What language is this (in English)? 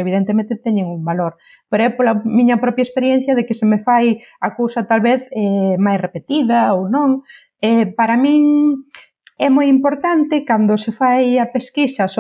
Galician